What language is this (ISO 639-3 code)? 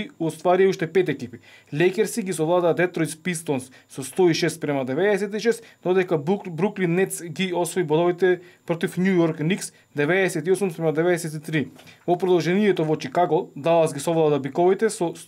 mkd